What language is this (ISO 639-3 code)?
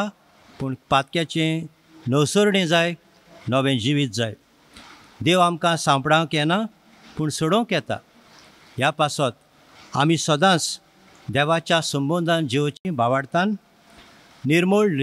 kok